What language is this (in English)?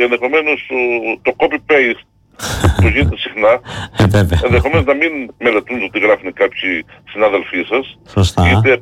Greek